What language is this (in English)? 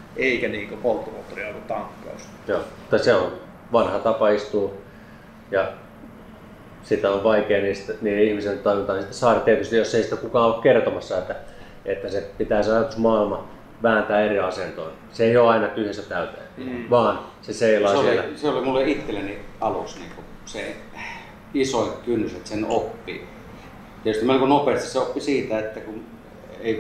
Finnish